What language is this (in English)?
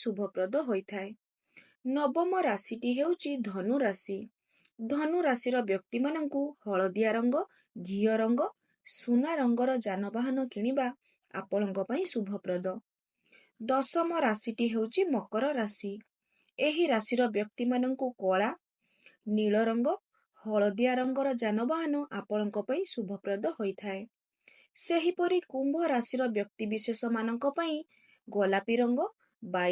Odia